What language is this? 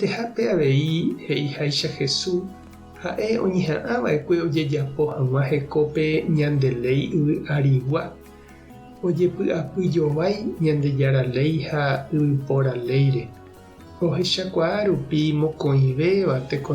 Guarani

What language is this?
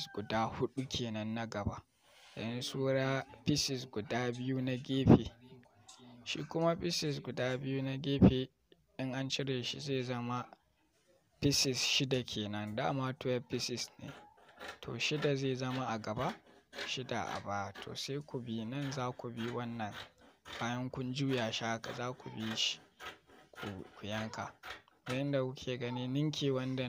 Hausa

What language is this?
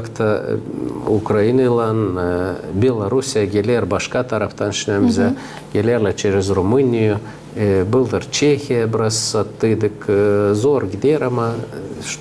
Gagauz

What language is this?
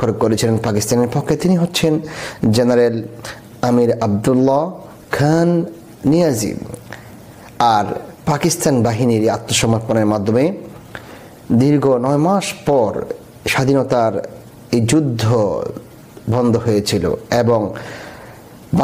Bangla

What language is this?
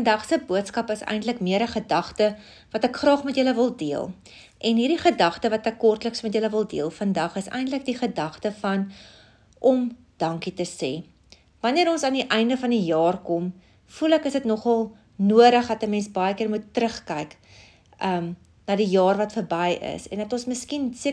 Afrikaans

